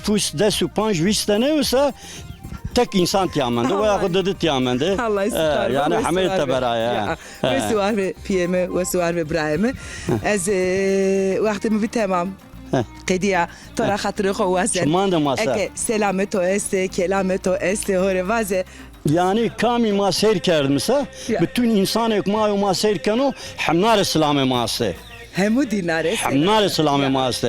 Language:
Zaza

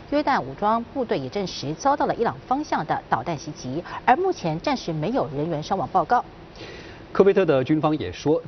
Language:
Chinese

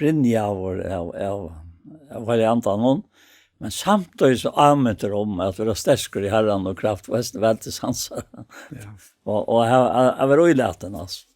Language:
Faroese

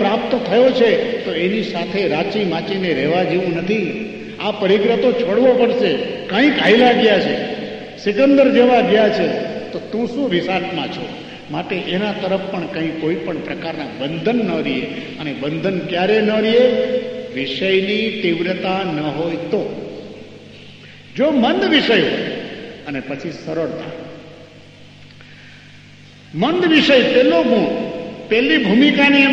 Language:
Gujarati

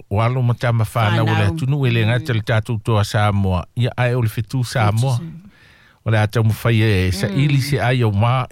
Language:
Samoan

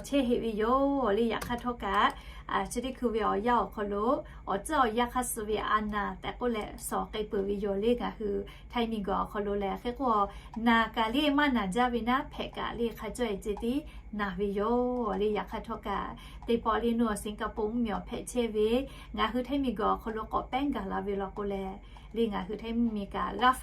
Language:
Lahu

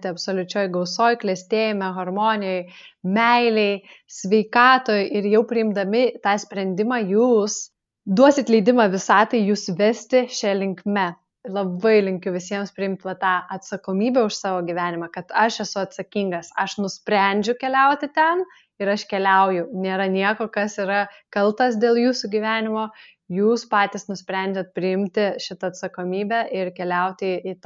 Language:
Lithuanian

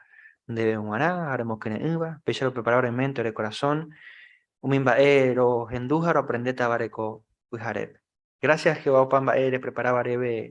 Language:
Guarani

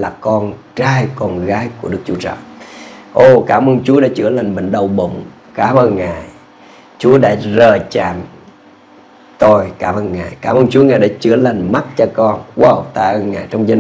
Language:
Vietnamese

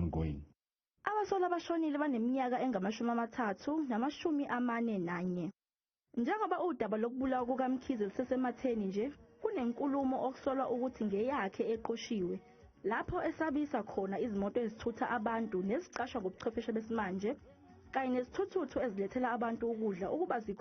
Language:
Zulu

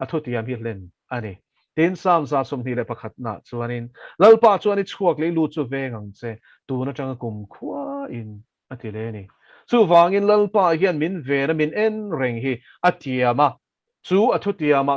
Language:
Mizo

